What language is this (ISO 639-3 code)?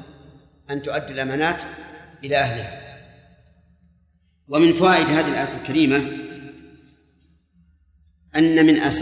ara